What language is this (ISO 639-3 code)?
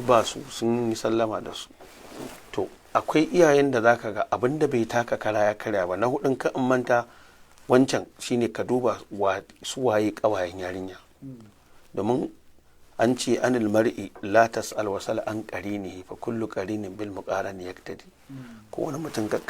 hau